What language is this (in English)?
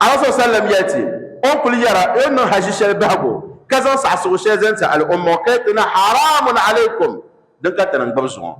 Dagbani